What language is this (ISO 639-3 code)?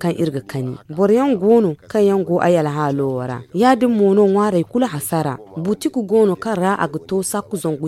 dje